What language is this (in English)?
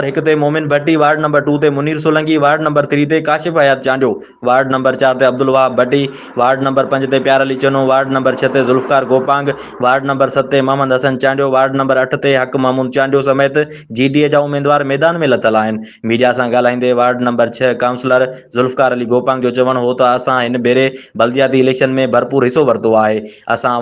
Sindhi